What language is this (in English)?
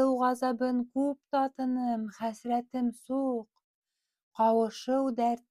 Bashkir